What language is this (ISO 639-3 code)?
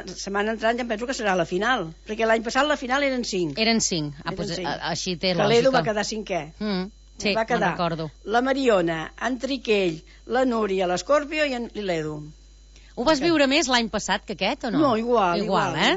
cat